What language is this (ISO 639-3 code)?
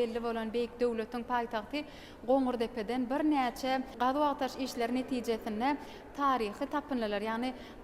tuk